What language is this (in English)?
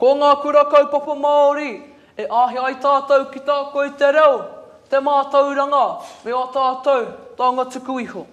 Māori